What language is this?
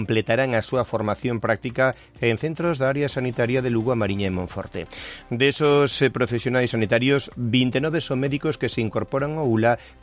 Galician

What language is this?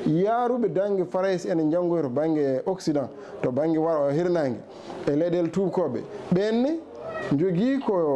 Fula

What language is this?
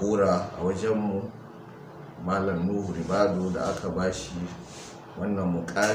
Hausa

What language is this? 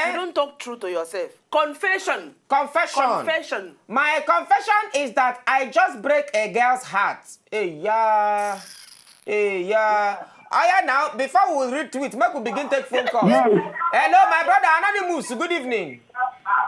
Nigerian Pidgin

